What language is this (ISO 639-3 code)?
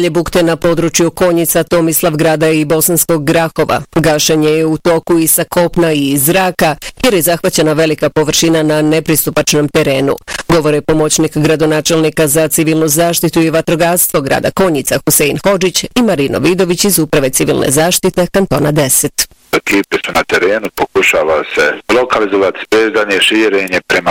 bos